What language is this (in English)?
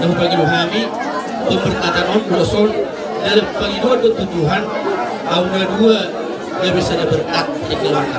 Batak Toba